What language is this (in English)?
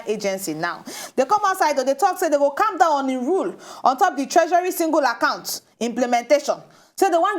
Nigerian Pidgin